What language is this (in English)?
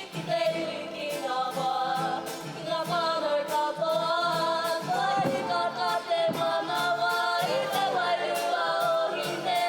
Māori